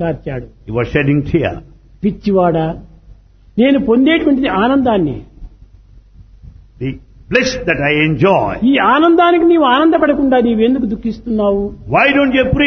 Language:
Telugu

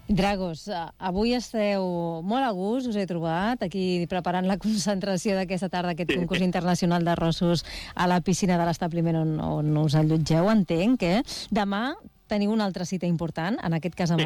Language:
Catalan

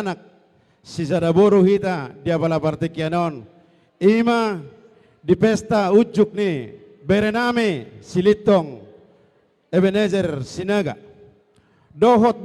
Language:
Batak Toba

